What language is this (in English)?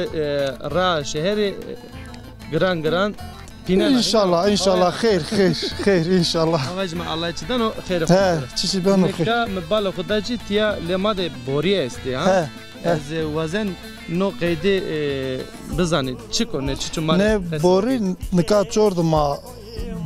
Zaza